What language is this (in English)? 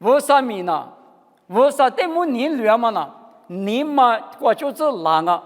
Lisu